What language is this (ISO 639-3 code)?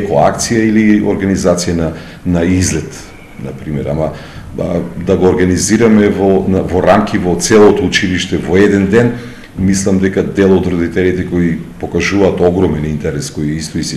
mkd